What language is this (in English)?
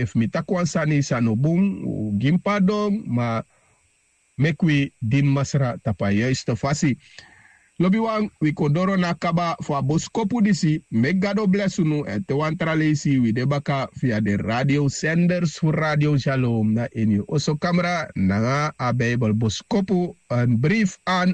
Sranan Tongo